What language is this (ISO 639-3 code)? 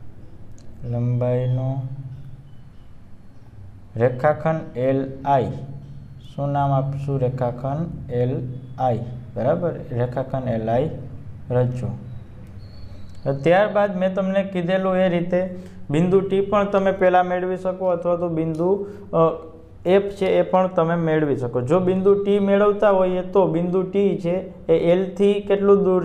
guj